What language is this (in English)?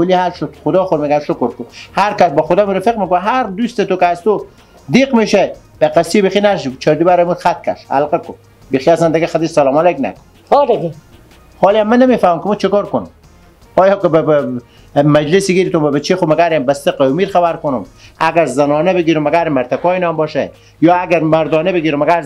Persian